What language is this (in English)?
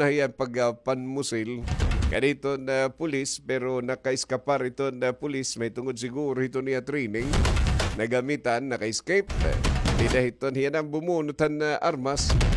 Waray